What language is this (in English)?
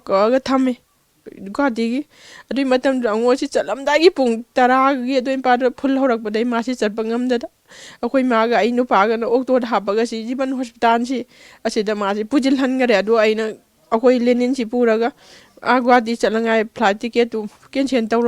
Manipuri